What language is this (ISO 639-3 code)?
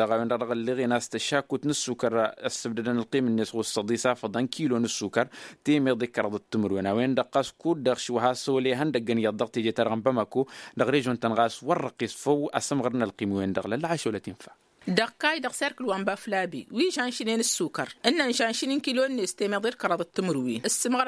taq